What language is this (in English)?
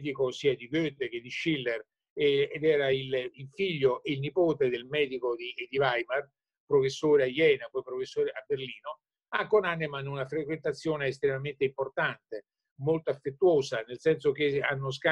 Italian